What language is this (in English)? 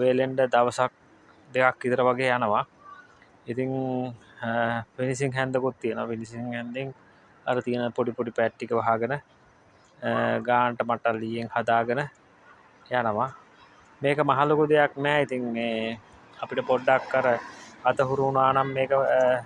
Sinhala